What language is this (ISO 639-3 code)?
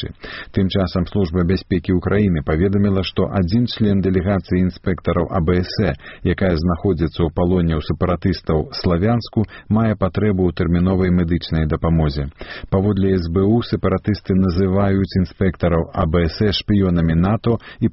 bel